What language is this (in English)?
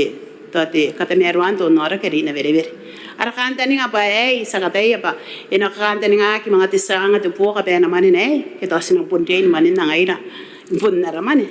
Gilbertese